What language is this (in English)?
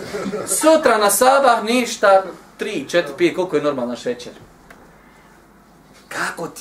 Bosnian